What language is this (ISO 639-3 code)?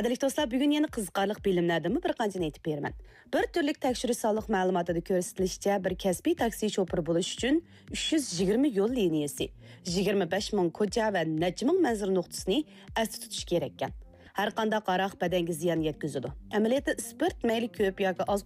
uig